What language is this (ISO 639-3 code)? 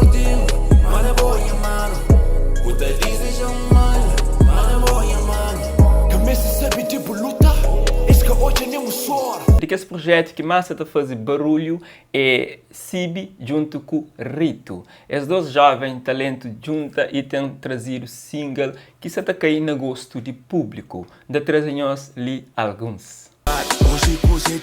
kea